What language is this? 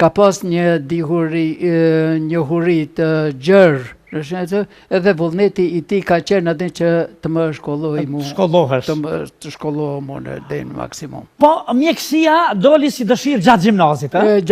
Albanian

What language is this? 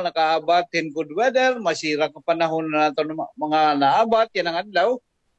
Waray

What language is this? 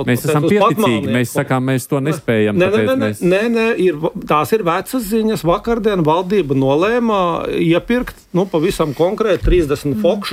Latvian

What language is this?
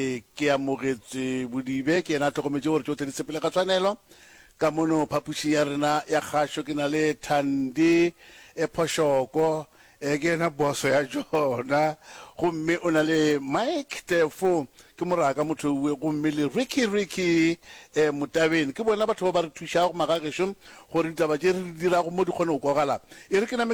Northern Sotho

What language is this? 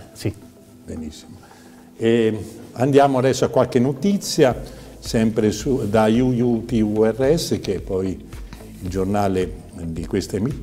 Italian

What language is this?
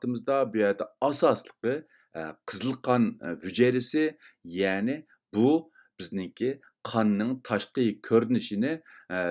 Uyghur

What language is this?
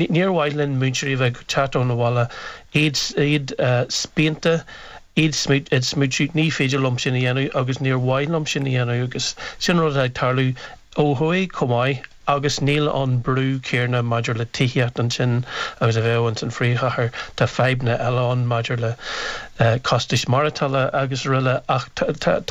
Irish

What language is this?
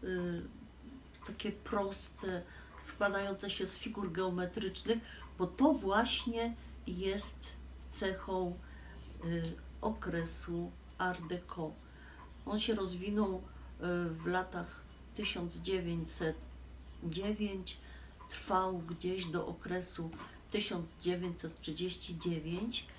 Silesian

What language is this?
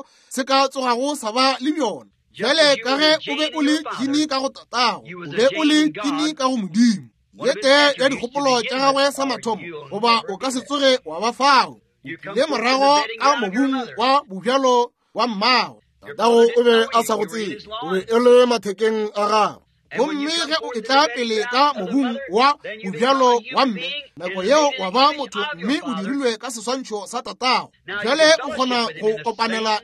Northern Sotho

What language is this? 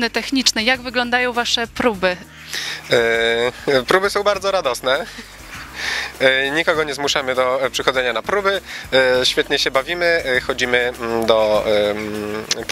Polish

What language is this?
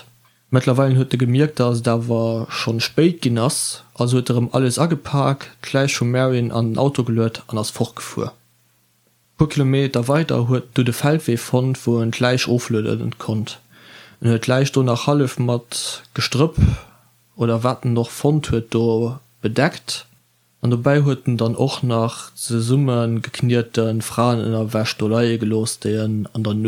Luxembourgish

